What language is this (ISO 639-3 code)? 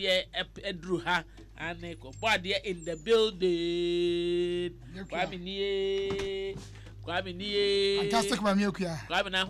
aka